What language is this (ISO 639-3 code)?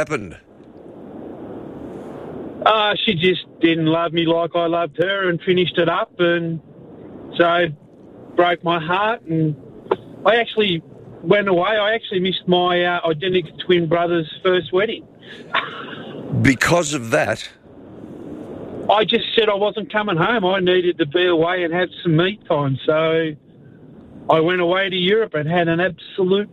eng